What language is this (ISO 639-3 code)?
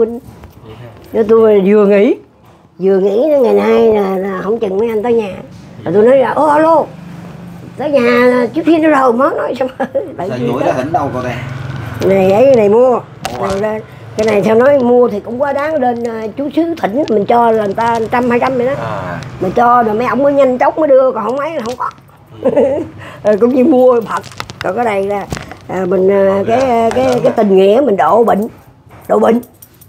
vie